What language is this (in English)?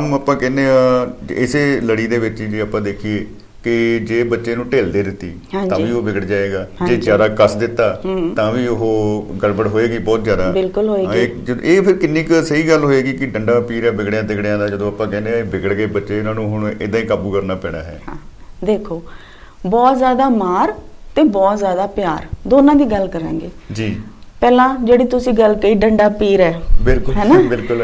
Punjabi